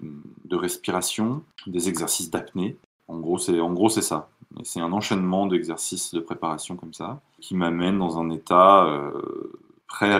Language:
French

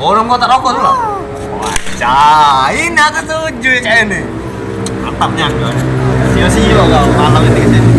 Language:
Musi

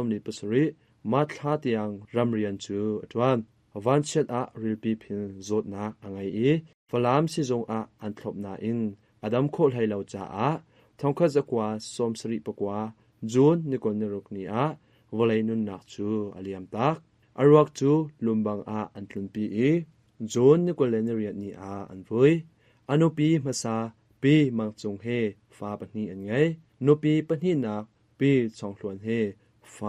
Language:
Hakha Chin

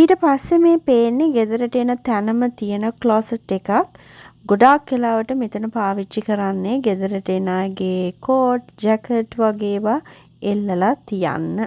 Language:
Sinhala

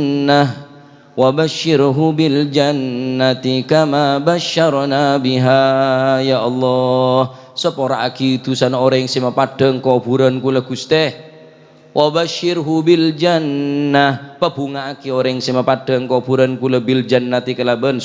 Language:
Madurese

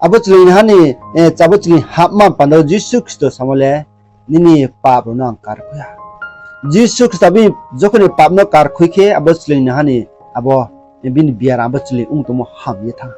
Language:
Riang (India)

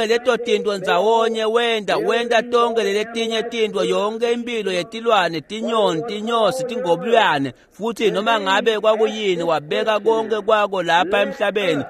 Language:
Swati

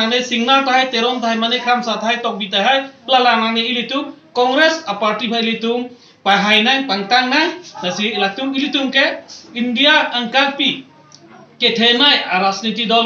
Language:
Karbi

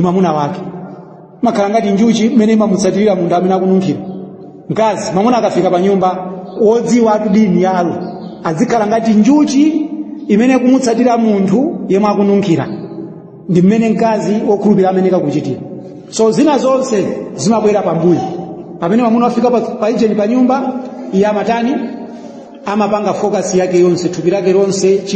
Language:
Nyanja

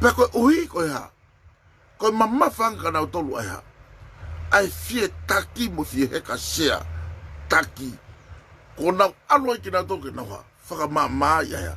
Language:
Tongan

